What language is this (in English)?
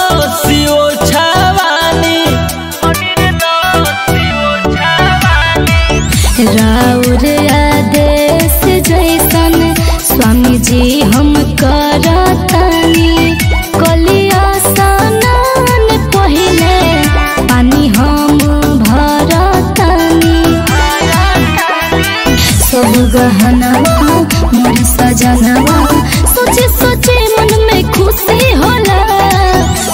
Bhojpuri